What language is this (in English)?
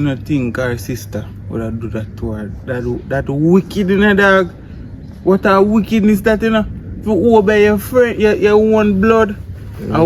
Jamaican Creole English